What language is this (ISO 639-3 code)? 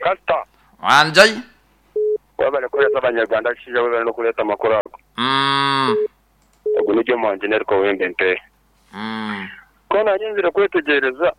nyo